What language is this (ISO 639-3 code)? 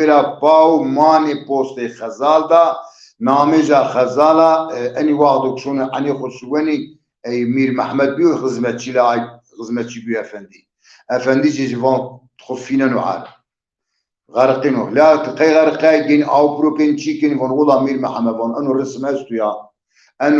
zza